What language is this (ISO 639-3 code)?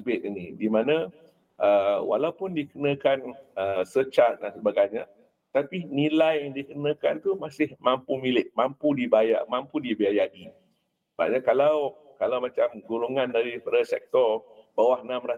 msa